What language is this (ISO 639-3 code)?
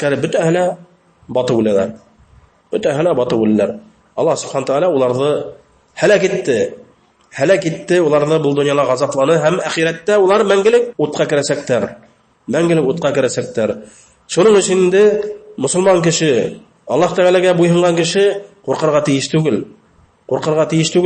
bak